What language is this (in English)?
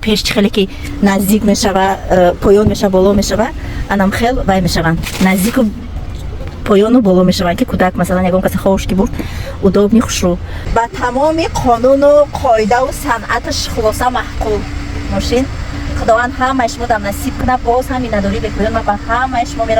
Tajik